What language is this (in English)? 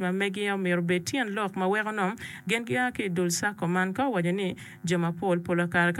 Acoli